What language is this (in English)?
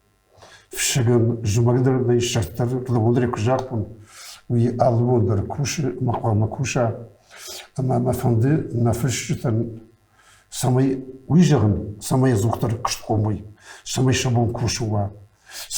Ossetic